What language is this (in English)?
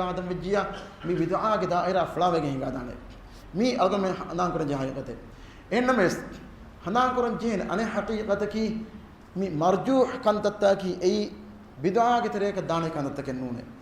Divehi